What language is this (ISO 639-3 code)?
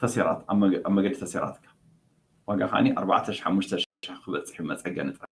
tir